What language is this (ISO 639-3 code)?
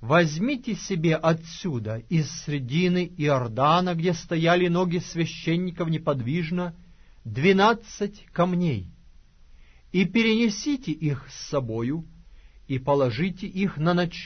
rus